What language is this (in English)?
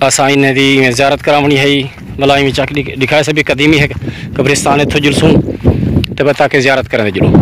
Saraiki